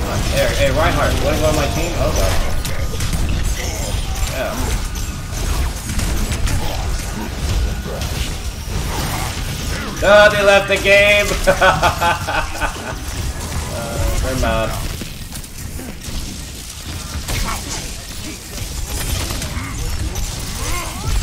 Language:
English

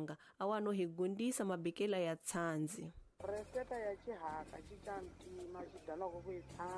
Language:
Tsonga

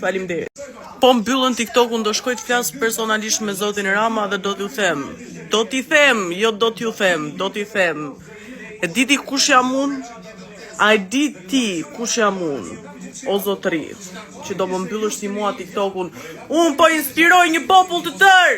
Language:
Albanian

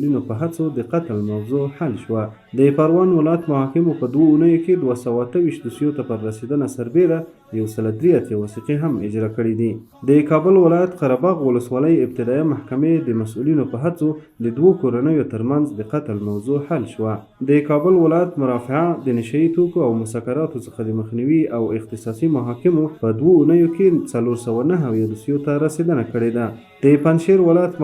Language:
Pashto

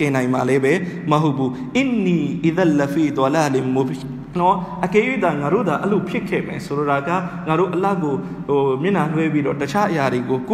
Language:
Burmese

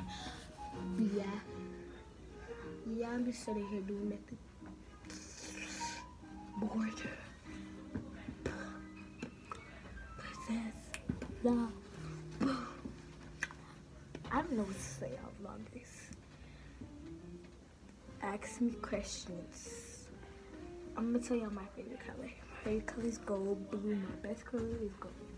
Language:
English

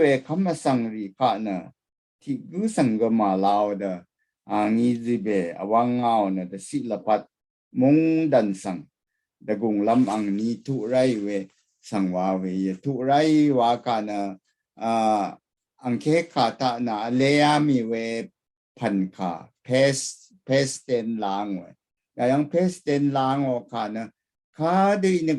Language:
Rawang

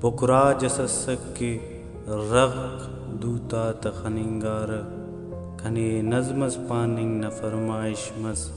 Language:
Brahui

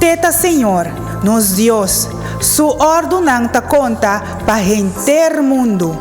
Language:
Papiamento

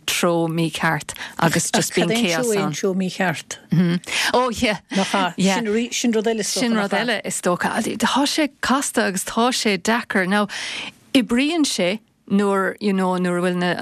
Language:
Irish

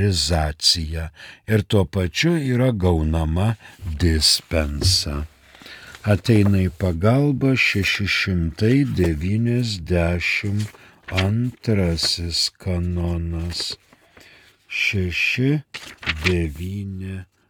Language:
Lithuanian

